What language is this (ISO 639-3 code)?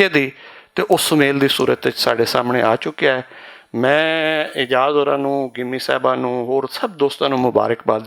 lah